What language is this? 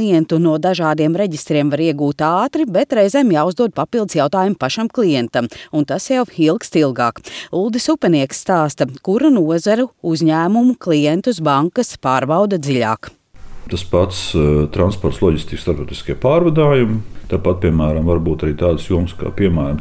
Latvian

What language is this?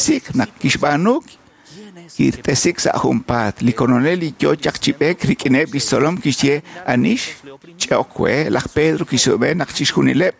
Kekchí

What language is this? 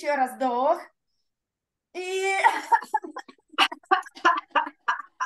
Russian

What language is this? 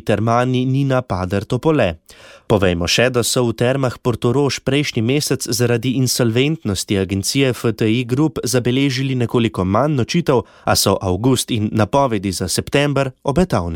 Slovenian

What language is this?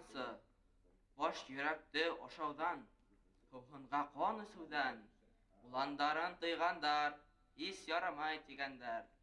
Bashkir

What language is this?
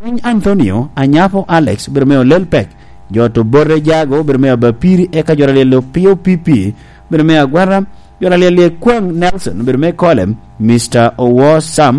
Lango (Uganda)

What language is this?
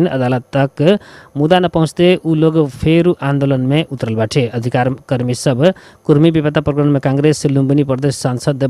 Bhojpuri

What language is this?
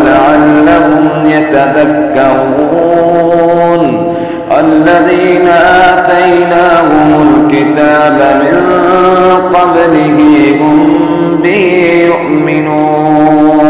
Arabic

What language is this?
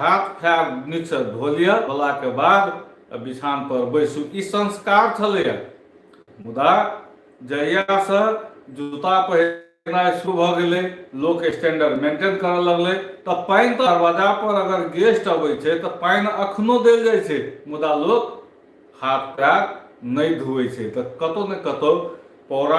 Maithili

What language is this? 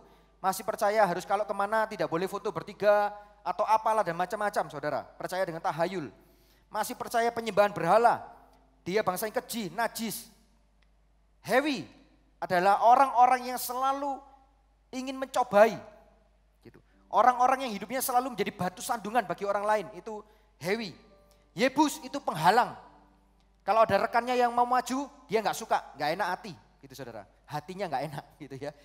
Indonesian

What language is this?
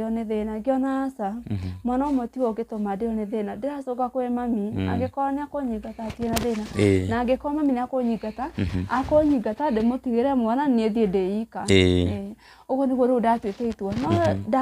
Kikuyu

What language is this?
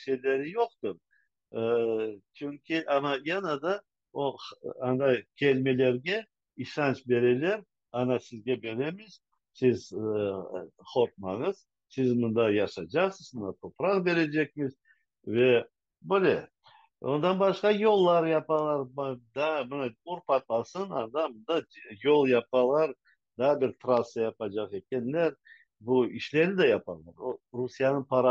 Crimean Tatar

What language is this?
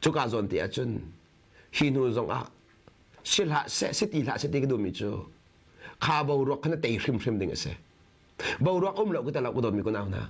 Hakha Chin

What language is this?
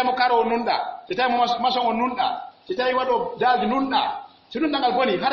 Pular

